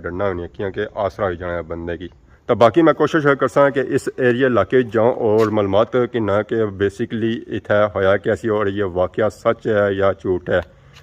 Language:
Pahari-Potwari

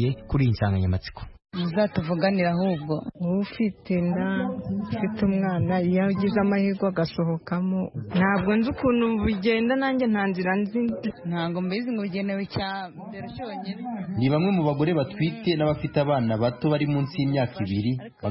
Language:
Kinyarwanda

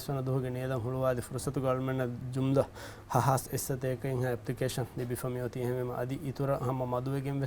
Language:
Divehi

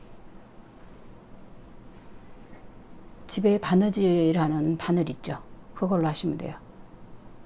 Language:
Korean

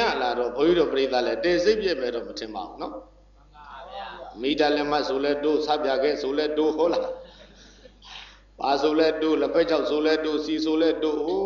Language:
Burmese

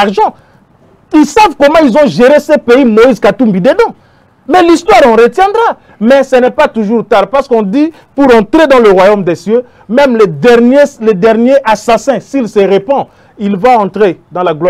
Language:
French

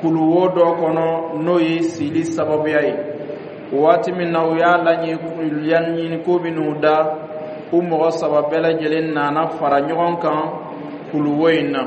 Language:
Dyula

